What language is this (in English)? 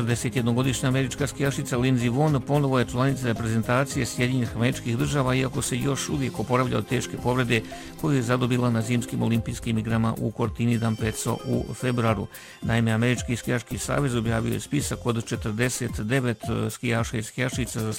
Bosnian